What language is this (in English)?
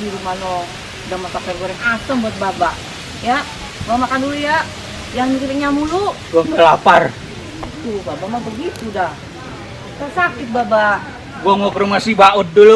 Betawi